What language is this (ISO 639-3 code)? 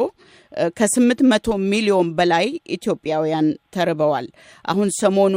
amh